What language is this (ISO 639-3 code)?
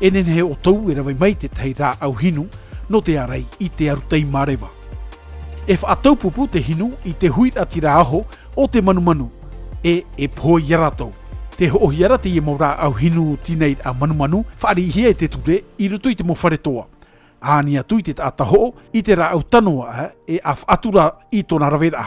tah